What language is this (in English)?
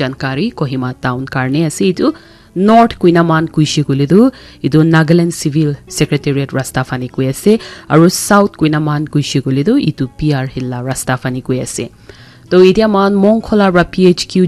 Naga Pidgin